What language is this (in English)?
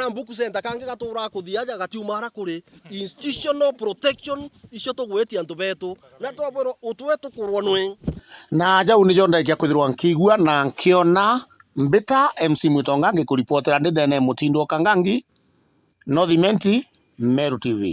Meru